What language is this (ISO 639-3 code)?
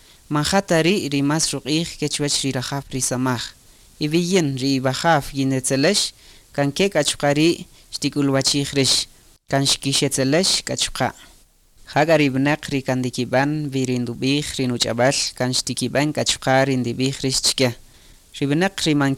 cak